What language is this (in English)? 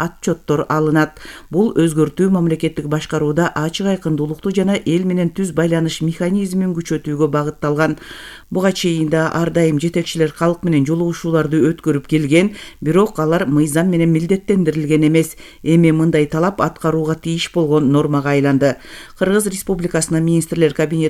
Kyrgyz